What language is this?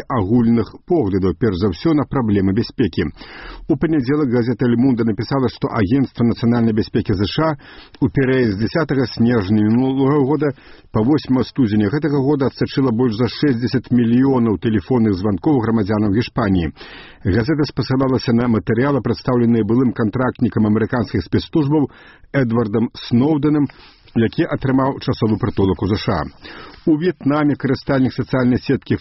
Belarusian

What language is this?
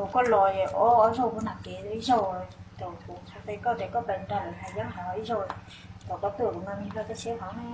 Hmong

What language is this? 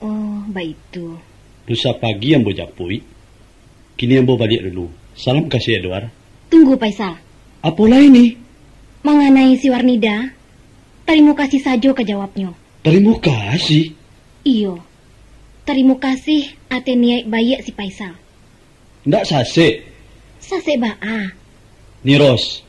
Minangkabau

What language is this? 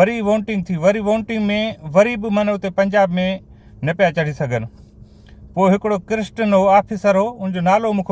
Sindhi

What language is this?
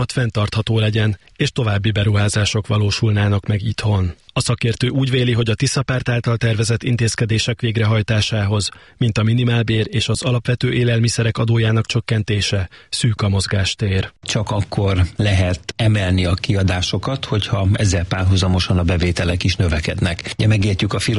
Hungarian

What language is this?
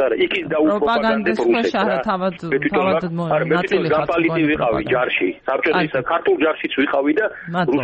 Georgian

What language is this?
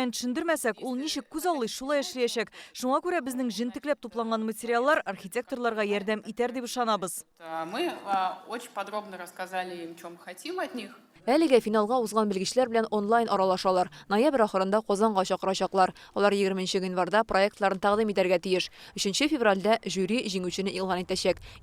Tatar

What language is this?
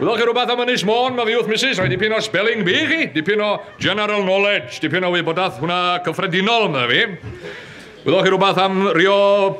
Welsh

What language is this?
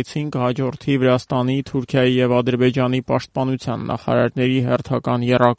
Armenian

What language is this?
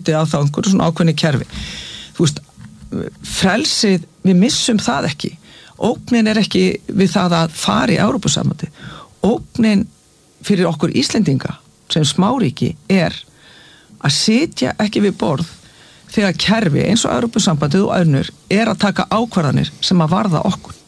Icelandic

